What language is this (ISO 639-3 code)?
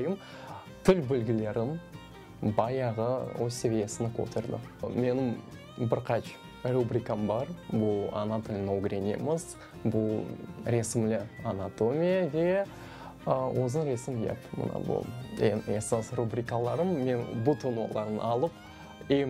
crh